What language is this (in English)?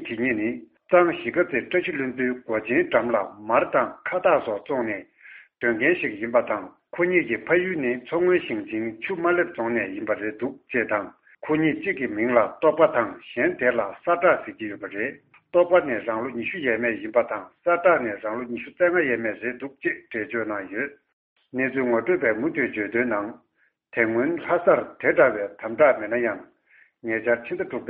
Tibetan